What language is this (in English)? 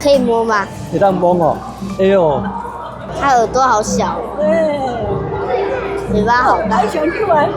Min Nan Chinese